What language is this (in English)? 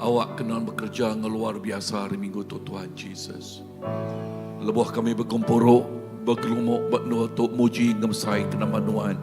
Iban